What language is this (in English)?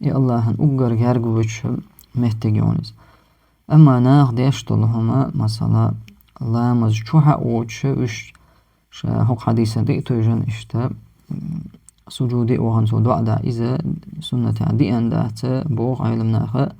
Chechen